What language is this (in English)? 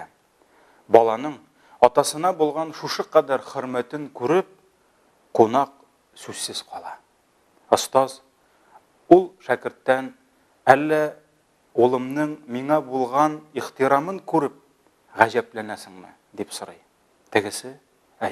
Tatar